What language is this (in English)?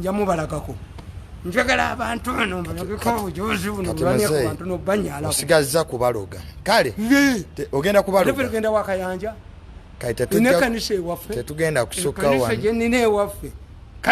Ganda